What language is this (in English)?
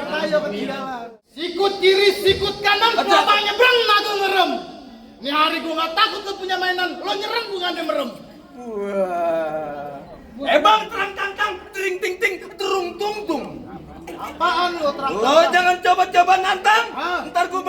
Betawi